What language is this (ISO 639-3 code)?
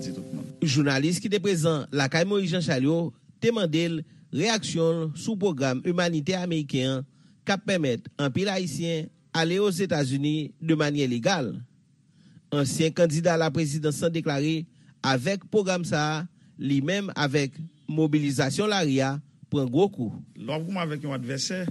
hat